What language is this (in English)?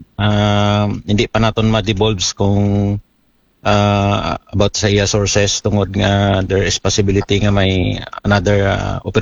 Aklanon